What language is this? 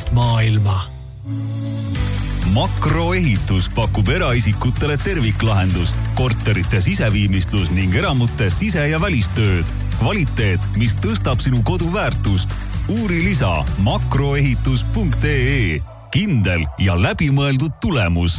Estonian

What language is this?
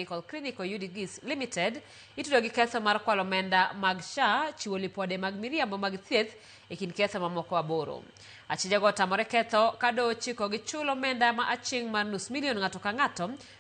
Luo (Kenya and Tanzania)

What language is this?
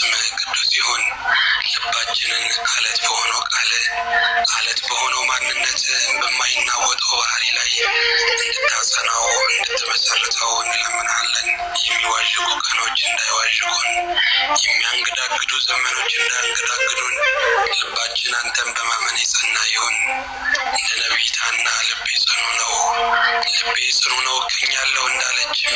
Amharic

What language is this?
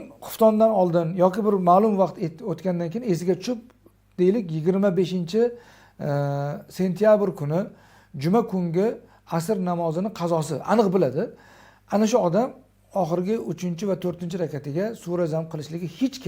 Uzbek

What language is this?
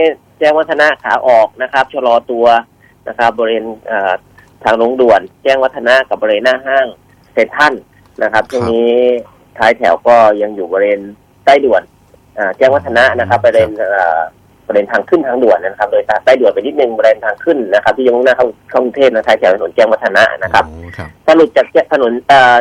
Thai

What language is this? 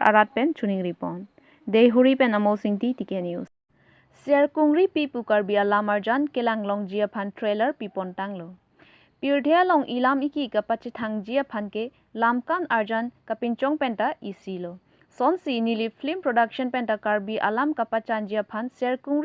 Karbi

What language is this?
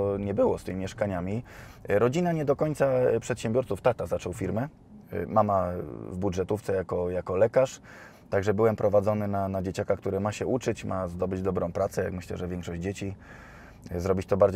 Polish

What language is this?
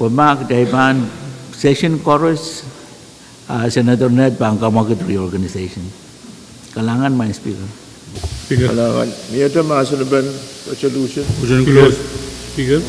Pohnpeian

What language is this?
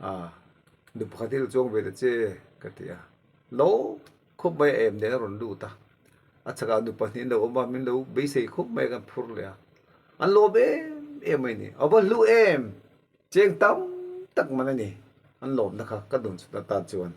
Mizo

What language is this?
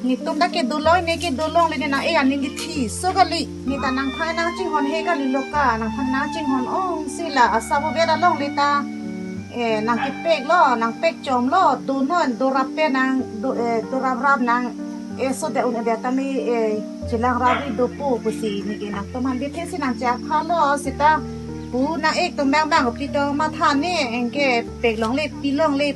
Karbi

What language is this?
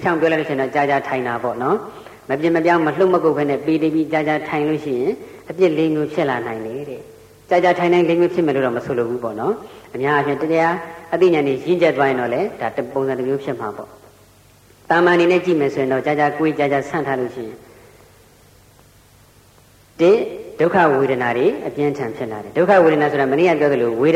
Burmese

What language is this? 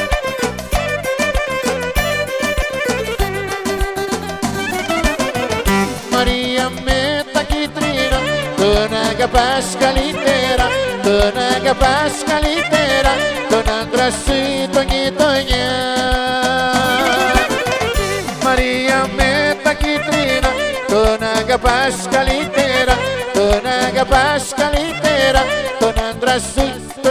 Greek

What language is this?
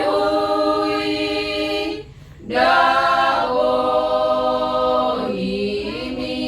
Batak Toba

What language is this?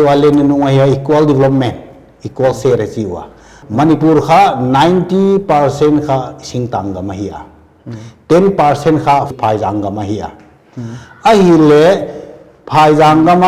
Paite Chin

